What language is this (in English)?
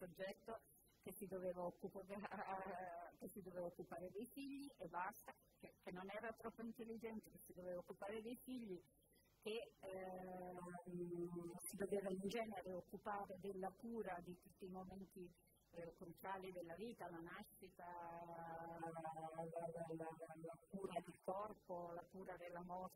Italian